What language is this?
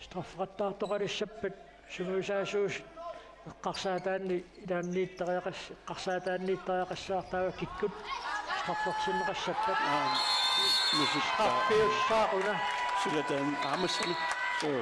Kalaallisut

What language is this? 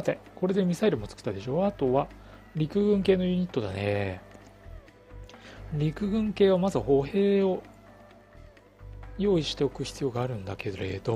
Japanese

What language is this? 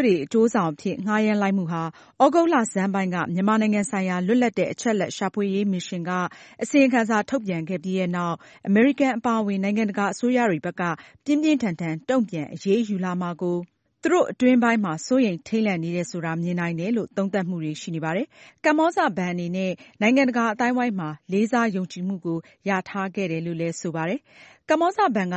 Burmese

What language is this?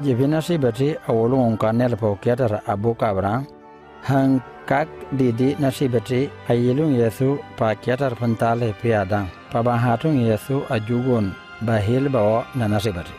Mankanya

